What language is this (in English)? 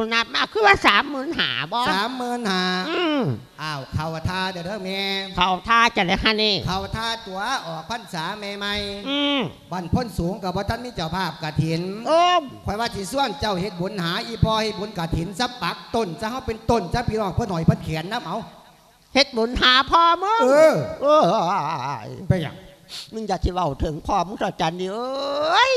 Lao